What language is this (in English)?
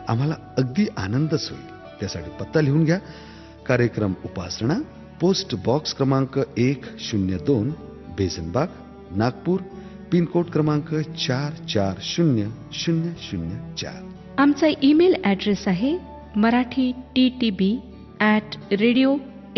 Marathi